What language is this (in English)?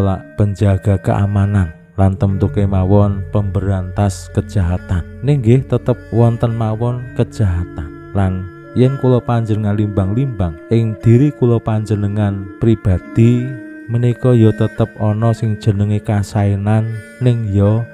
Javanese